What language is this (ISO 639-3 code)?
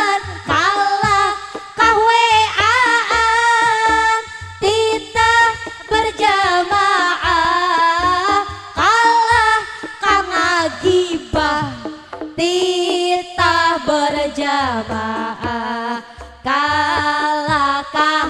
sun